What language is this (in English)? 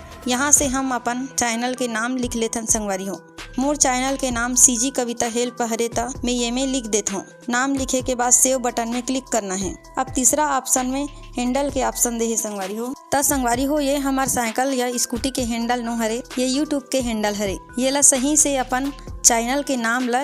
Chhattisgarhi